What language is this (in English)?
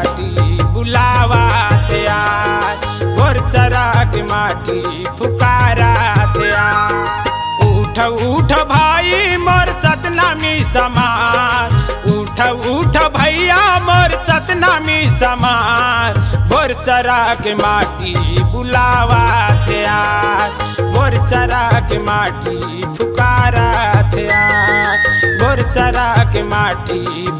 Chhattisgarhi